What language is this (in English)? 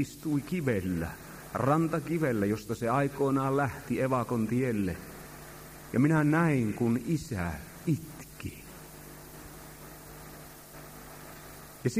Finnish